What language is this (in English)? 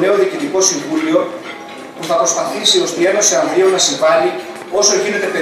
Greek